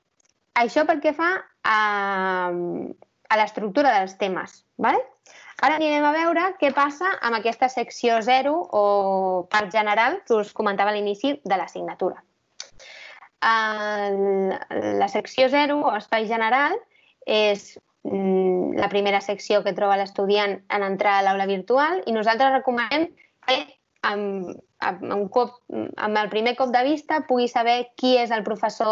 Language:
Catalan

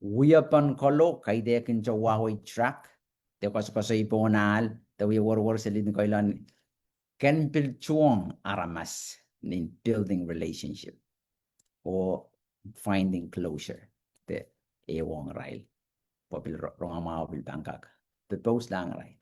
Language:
Pohnpeian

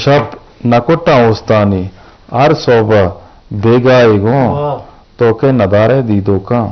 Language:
Eastern Balochi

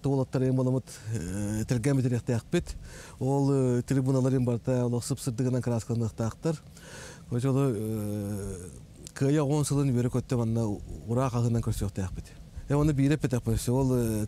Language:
Yakut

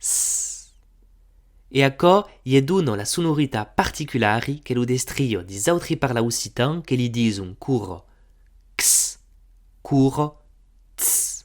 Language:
Occitan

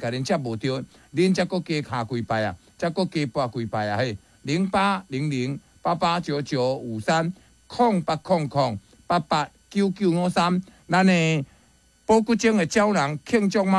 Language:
Min Nan Chinese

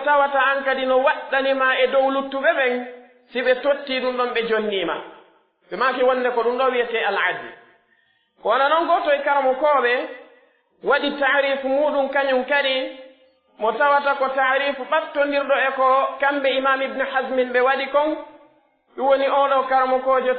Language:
Pular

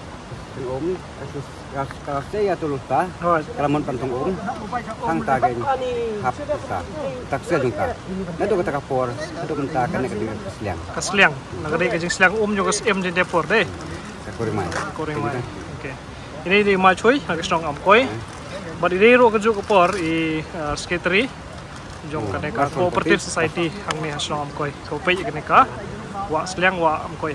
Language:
Khasi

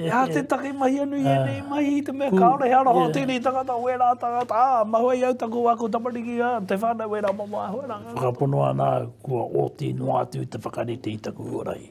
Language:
Māori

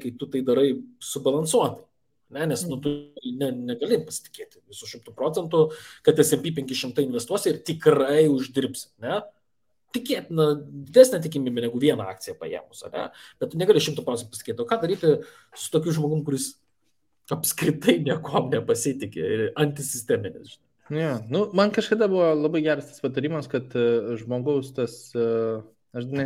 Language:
Lithuanian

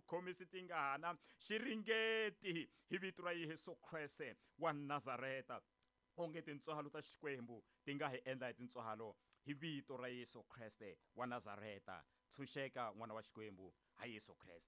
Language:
Tsonga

